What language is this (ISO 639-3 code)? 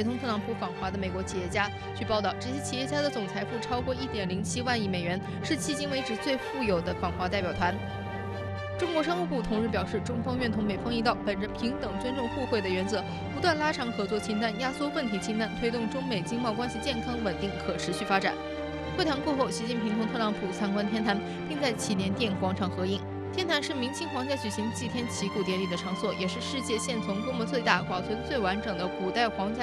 zho